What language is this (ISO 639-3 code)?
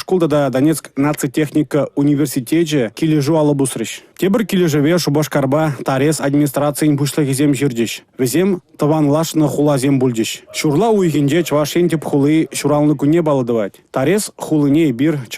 chv